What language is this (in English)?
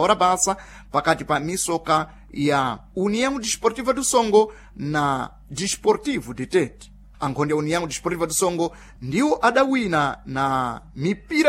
Sena